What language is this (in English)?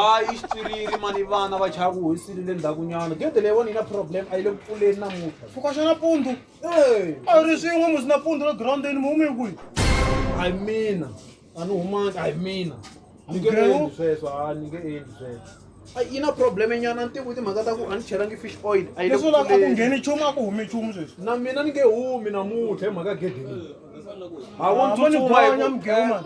Tsonga